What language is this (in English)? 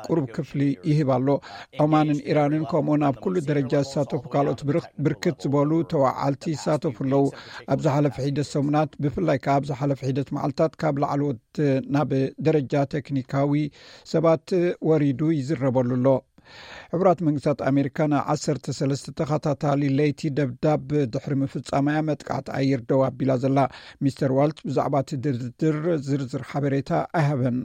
Tigrinya